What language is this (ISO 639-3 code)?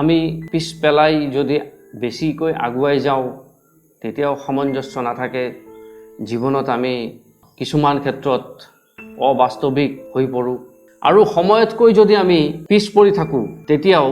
asm